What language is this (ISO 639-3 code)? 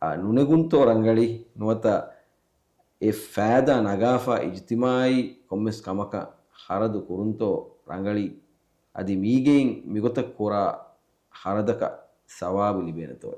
div